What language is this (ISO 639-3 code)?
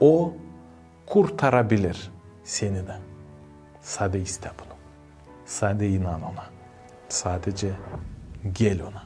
gag